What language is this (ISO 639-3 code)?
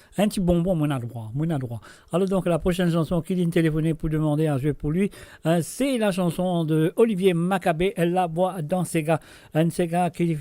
mfe